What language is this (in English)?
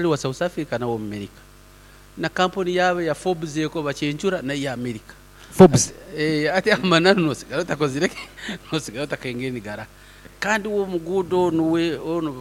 Nyoro